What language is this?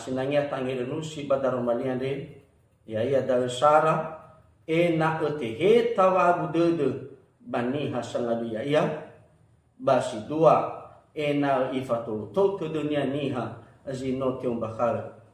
Nias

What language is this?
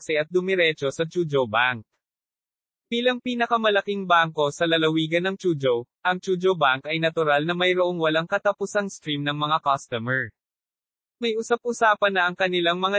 Filipino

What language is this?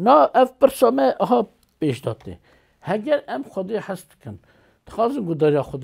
Kurdish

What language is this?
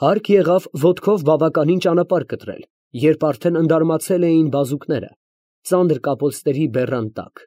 Armenian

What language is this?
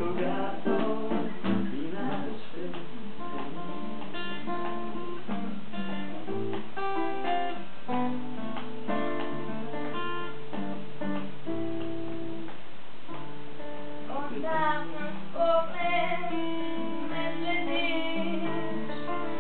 Bulgarian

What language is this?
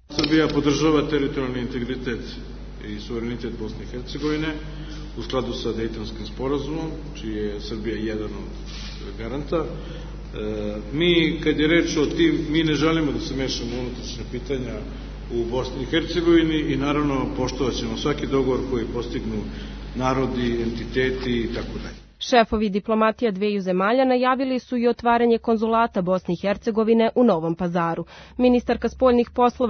Serbian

